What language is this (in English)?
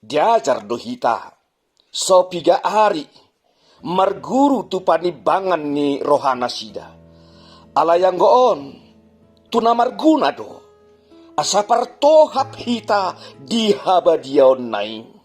Batak Toba